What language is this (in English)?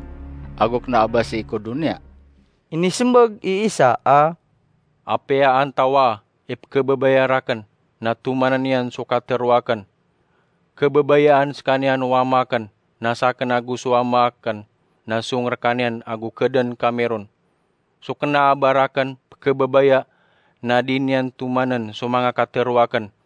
Maranao